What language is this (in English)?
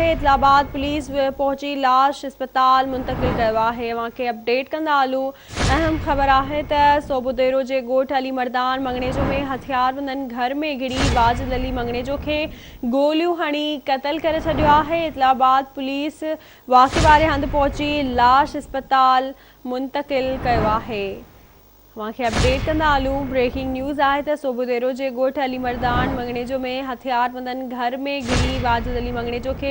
Sindhi